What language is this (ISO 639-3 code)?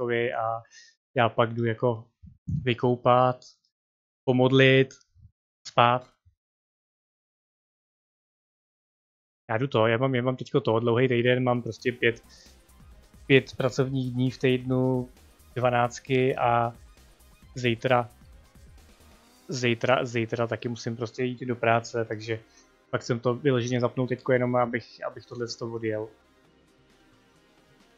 ces